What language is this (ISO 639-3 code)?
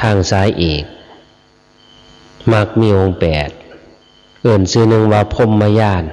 lao